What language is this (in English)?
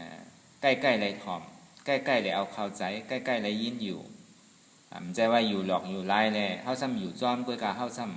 Shan